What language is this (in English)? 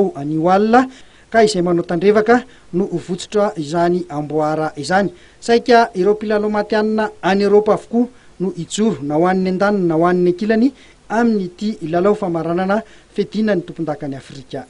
Malagasy